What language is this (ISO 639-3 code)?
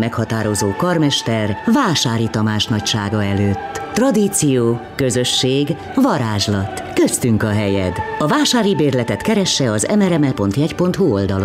hun